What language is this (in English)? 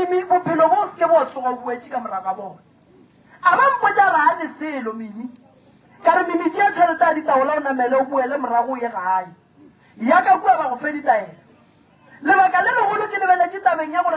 Northern Sotho